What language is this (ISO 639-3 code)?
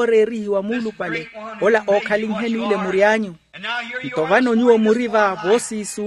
vmw